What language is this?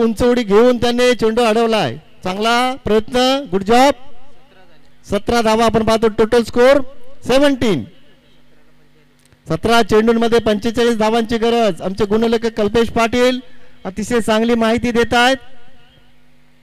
Marathi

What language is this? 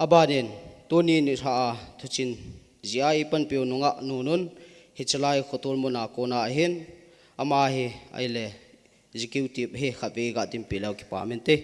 Thado Chin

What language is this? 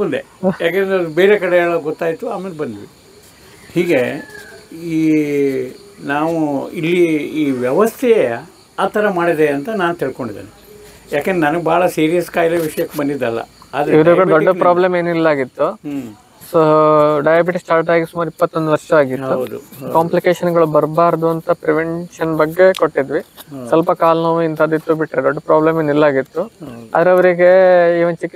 Kannada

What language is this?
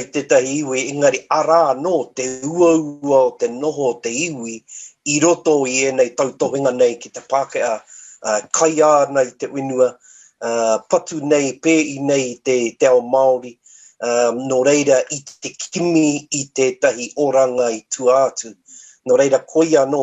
Māori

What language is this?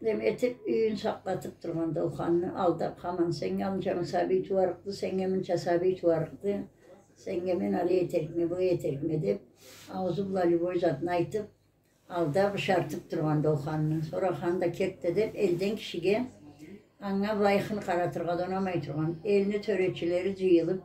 Karachay-Balkar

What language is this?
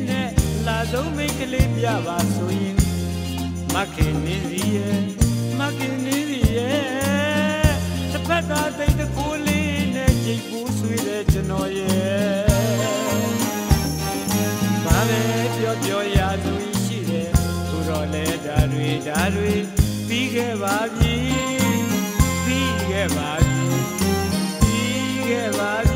Burmese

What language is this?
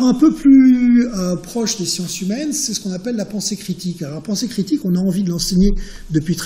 French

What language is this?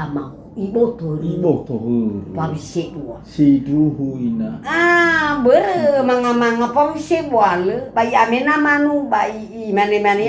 Nias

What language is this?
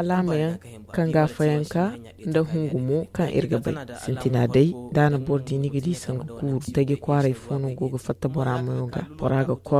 Zarma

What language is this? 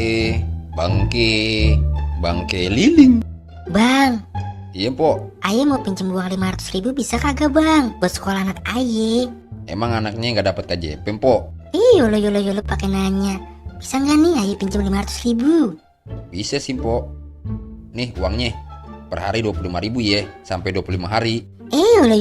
Betawi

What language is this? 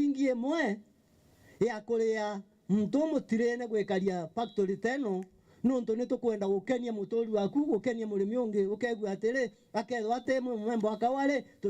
Meru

